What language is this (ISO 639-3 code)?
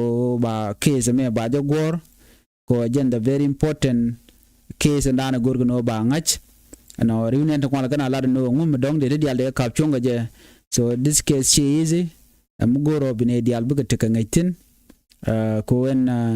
nus